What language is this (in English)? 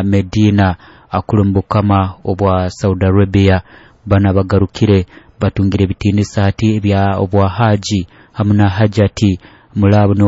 Nyoro